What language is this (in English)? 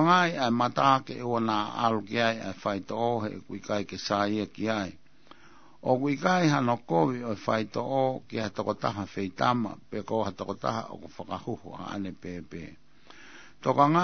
Tongan